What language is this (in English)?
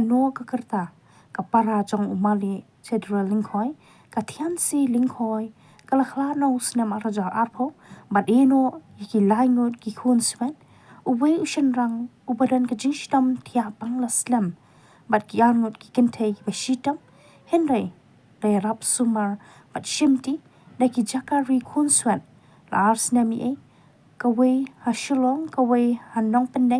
Khasi